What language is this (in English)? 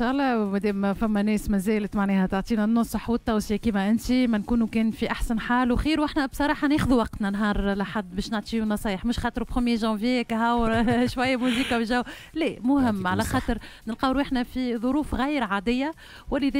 Tunisian Arabic